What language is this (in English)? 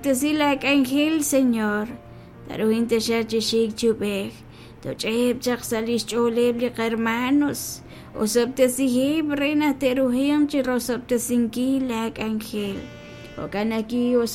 Kekchí